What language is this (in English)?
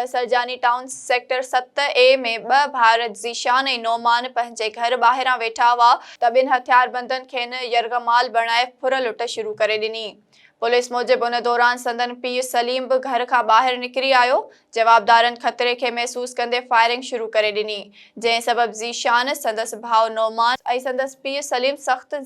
Sindhi